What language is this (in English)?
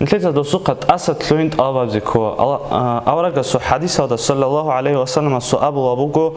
Avaric